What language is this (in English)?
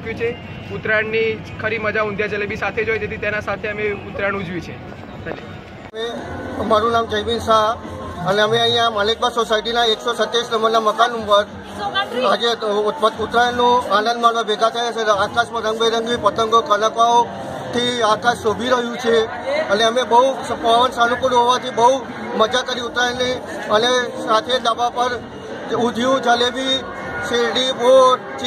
Gujarati